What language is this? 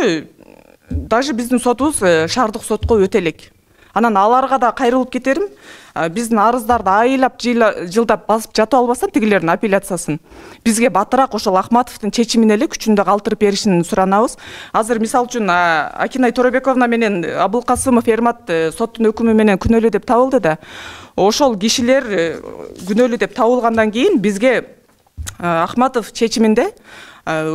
Kyrgyz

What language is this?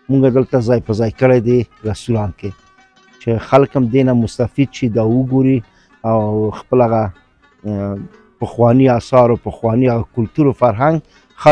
Pashto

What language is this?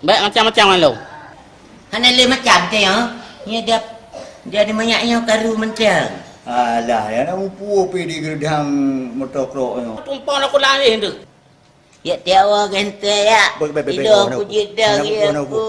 Achinese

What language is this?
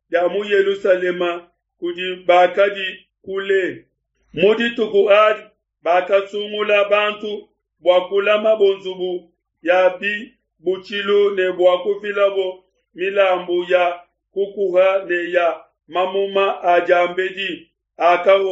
Luba-Lulua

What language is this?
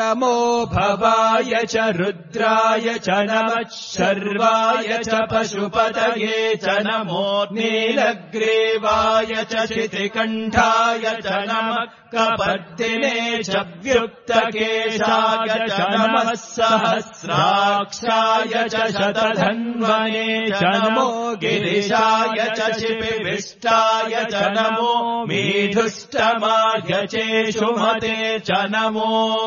Sanskrit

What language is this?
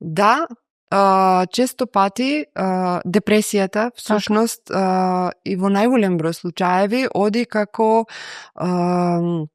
Macedonian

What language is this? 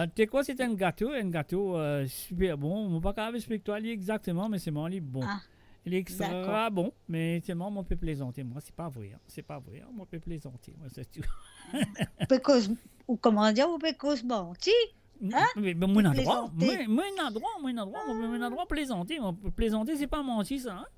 Morisyen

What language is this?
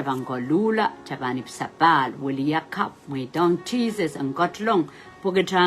Pohnpeian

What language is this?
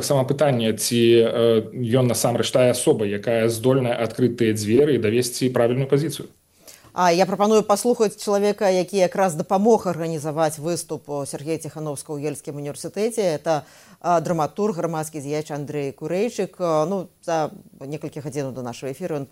Belarusian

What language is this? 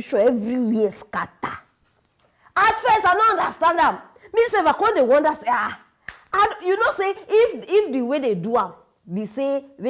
Nigerian Pidgin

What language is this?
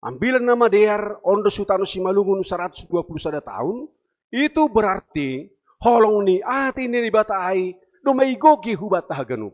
Batak Simalungun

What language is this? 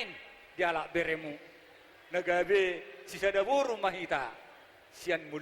Batak Toba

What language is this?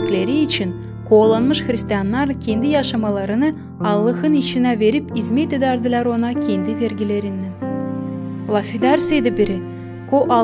Gagauz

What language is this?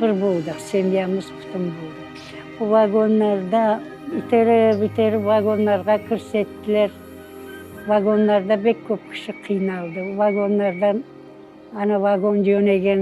Crimean Tatar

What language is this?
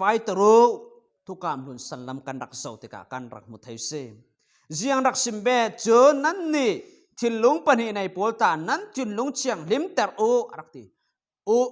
Falam Chin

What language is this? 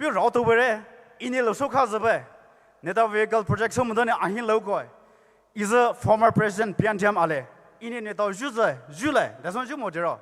Poumei Naga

